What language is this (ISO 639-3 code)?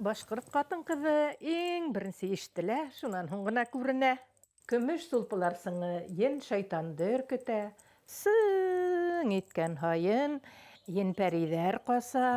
bak